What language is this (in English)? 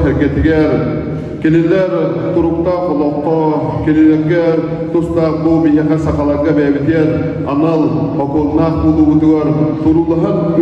Yakut